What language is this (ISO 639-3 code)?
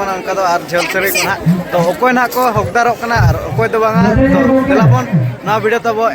sat